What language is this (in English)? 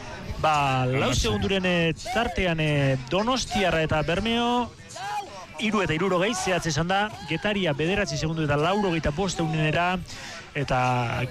Basque